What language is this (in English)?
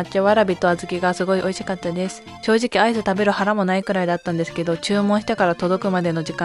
Japanese